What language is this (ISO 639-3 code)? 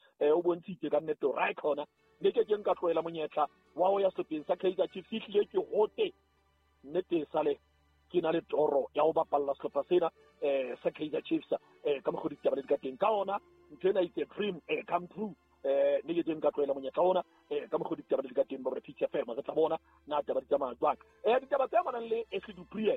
sot